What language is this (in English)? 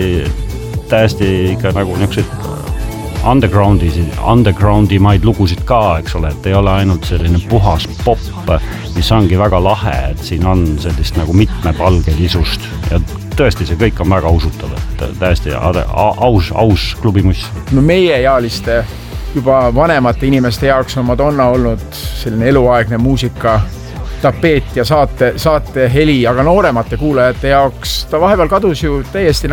Estonian